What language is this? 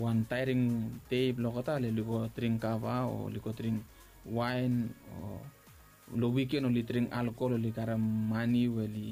Bislama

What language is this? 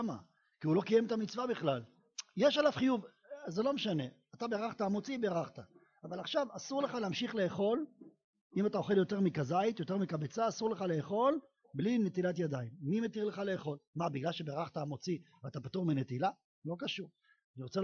Hebrew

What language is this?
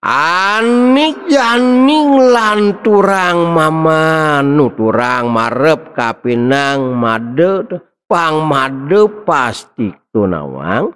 Balinese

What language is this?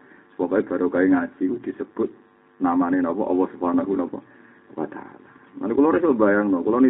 Javanese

